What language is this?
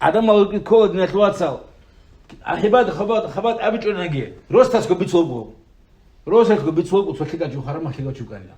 Avaric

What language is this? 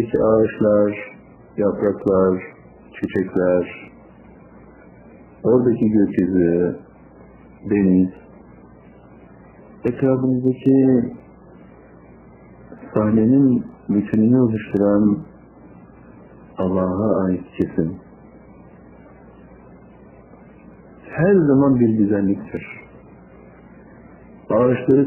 Turkish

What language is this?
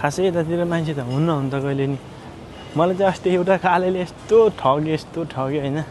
Nepali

